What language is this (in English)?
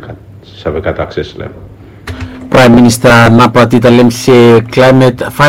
Bislama